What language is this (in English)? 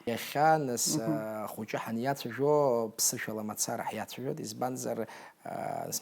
Abkhazian